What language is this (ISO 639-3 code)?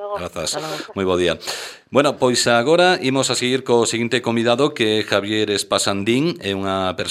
glg